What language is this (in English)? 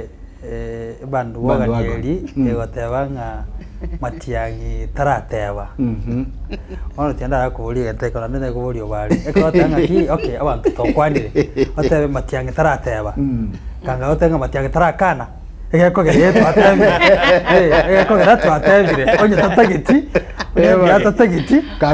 Gusii